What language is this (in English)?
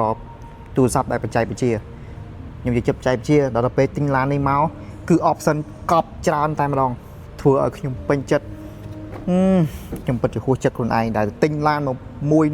Khmer